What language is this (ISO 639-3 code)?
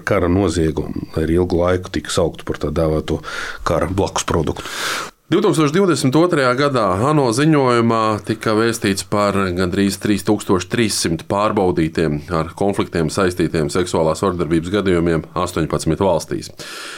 lav